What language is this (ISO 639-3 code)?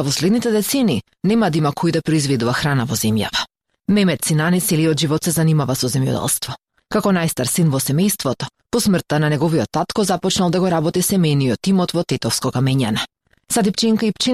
mkd